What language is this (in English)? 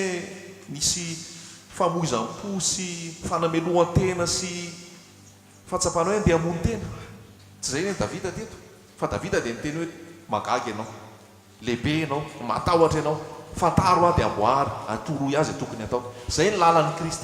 Malagasy